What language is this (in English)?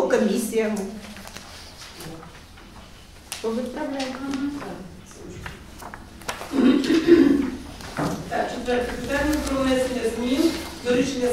Ukrainian